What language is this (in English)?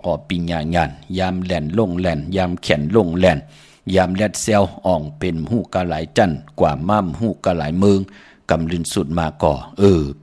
Shan